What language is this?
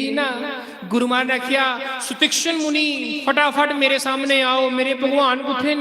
Dogri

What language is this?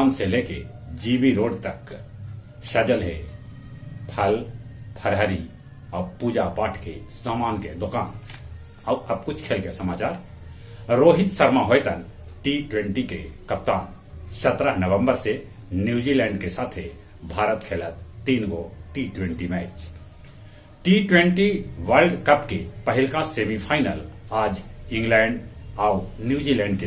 Magahi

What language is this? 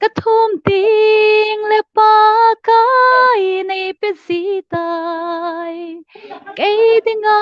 Hmar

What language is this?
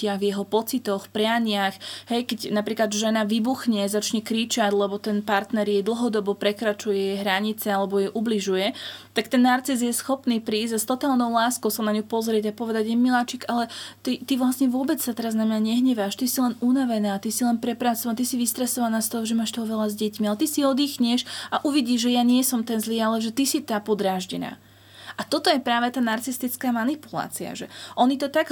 Slovak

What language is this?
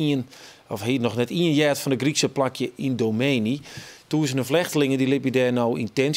Western Frisian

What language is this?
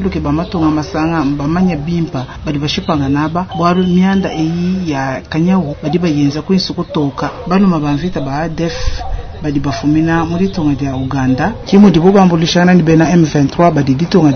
Luba-Lulua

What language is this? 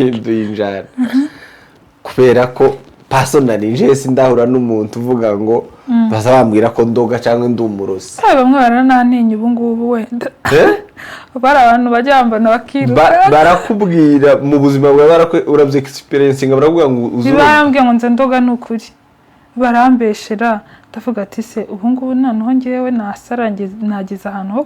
Kinyarwanda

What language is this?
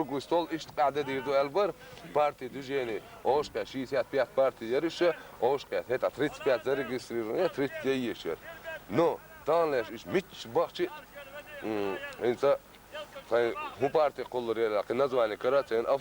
Chechen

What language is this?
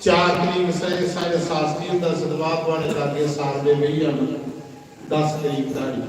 Dogri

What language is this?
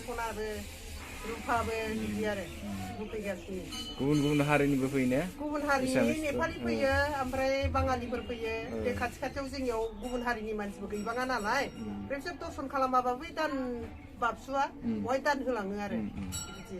Bodo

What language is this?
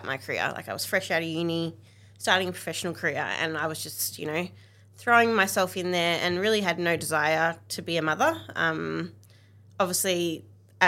English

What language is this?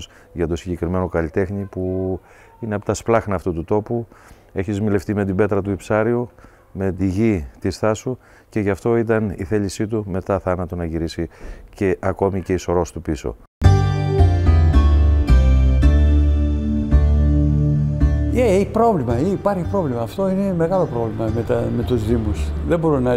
Greek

